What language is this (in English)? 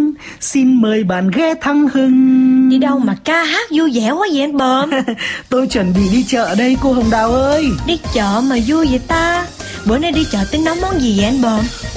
Vietnamese